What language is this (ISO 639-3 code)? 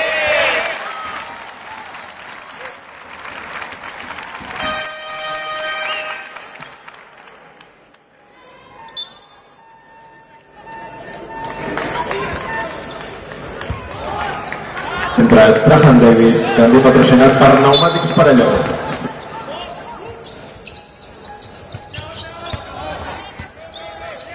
cat